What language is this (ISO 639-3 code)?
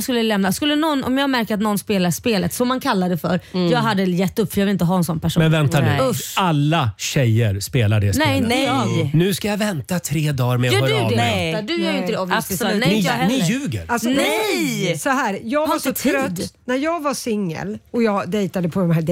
swe